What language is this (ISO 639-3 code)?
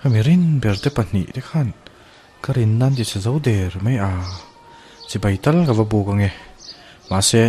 lus